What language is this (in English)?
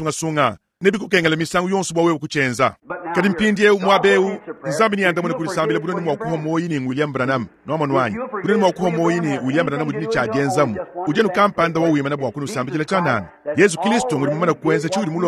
Luba-Lulua